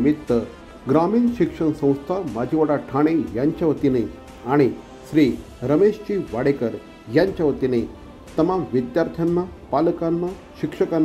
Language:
Marathi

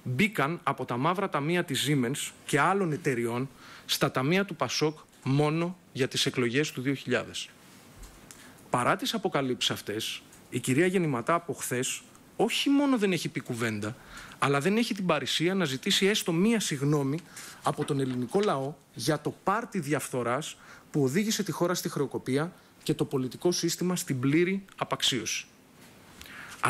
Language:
Greek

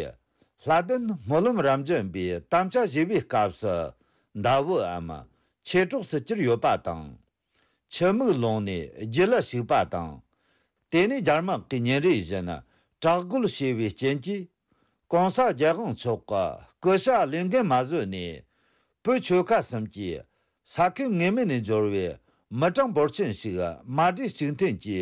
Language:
Tibetan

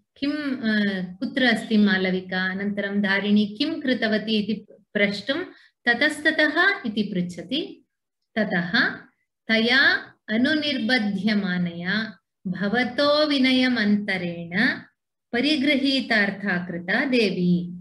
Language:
Sanskrit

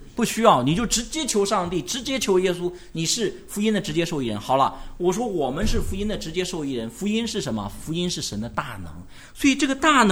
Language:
Chinese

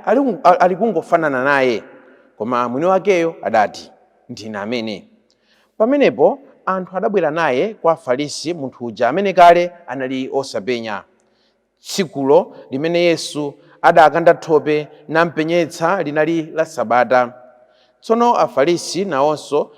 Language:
Nyanja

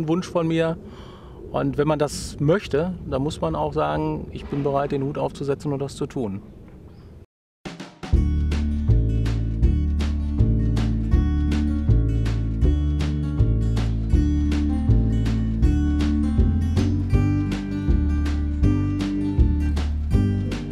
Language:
German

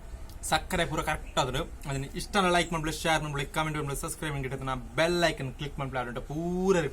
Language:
Tulu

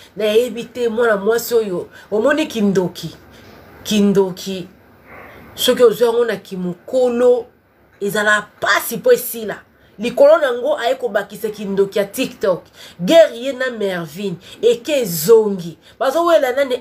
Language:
Lingala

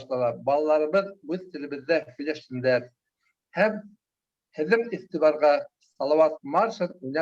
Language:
Bashkir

